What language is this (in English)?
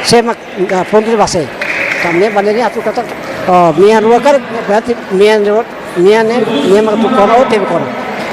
Tetum